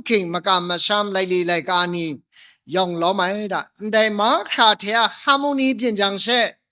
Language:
Kachin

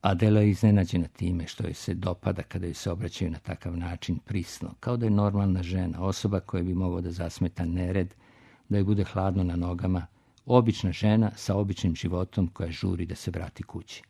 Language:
Serbian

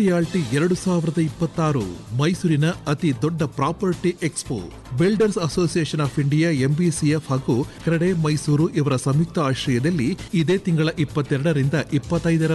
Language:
Kannada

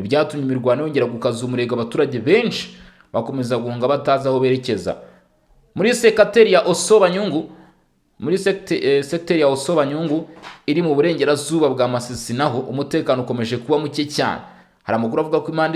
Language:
Kinyarwanda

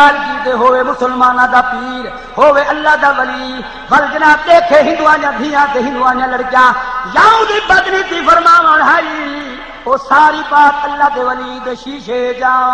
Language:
Saraiki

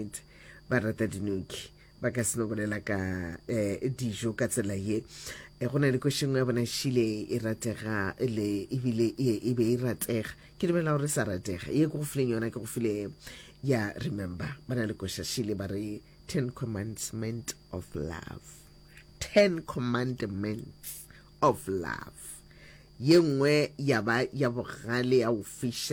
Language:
Northern Sotho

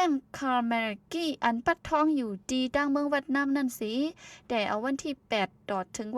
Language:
Shan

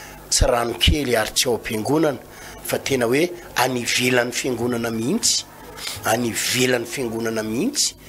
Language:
Malagasy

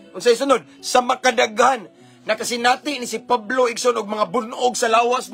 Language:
Cebuano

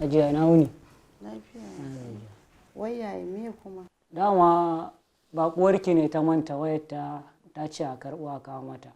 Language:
Hausa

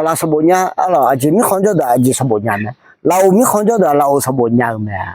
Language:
Akha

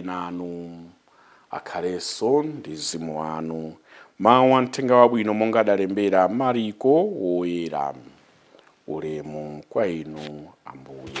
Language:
Nyanja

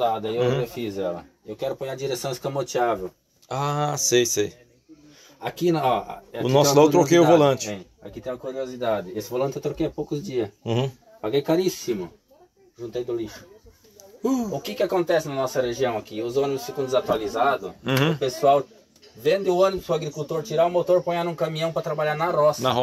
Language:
Portuguese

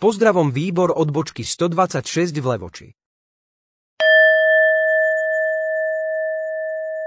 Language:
Slovak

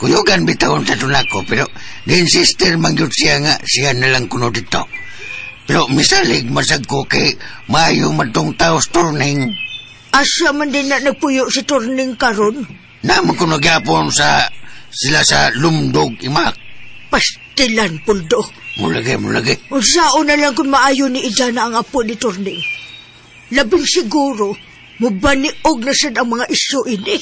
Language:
Cebuano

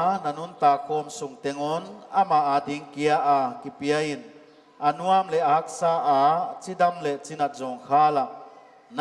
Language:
Paite Chin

